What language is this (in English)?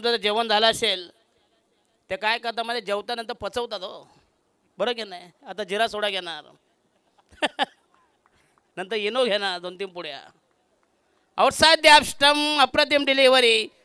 Marathi